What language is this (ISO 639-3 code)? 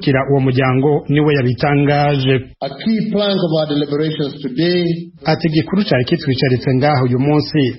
run